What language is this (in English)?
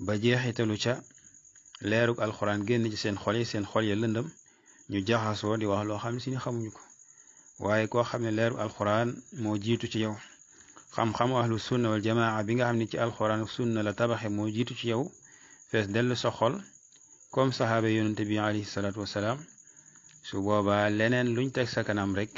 Wolof